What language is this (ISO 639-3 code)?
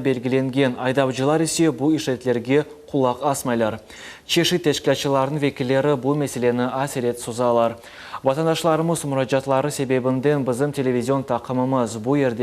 crh